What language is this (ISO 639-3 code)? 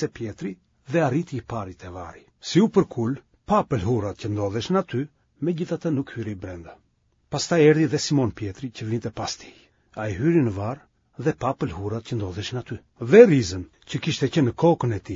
sqi